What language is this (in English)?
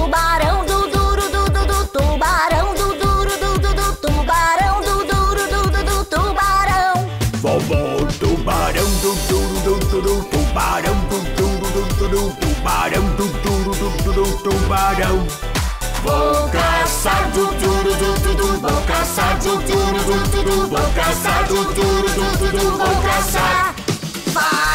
Portuguese